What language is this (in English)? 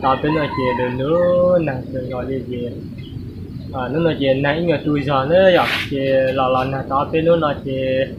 Hmong